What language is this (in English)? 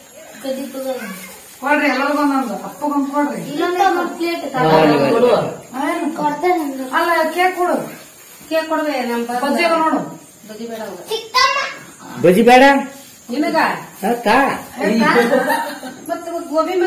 Kannada